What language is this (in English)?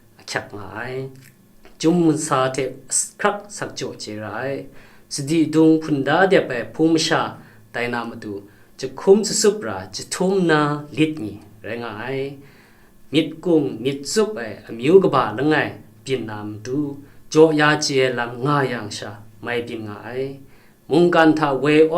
Kachin